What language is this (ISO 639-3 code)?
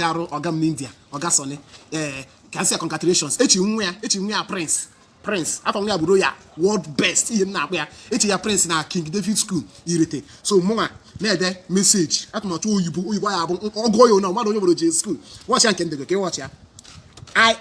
ibo